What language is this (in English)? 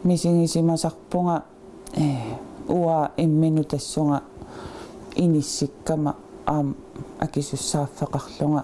Kalaallisut